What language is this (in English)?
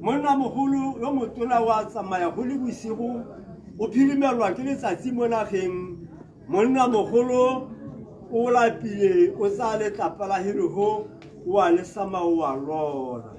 Tswana